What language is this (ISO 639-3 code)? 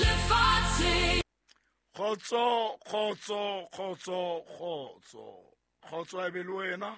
sot